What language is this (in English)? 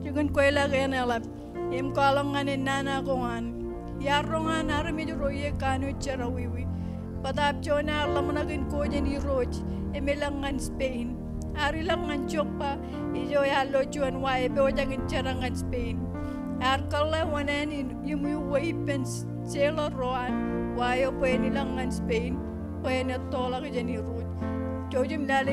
Marshallese